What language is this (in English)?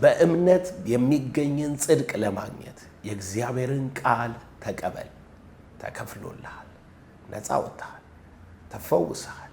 Amharic